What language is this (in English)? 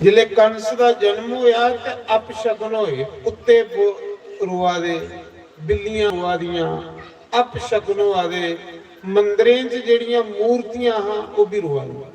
Dogri